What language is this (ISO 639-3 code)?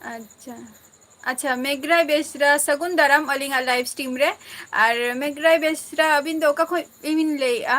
sat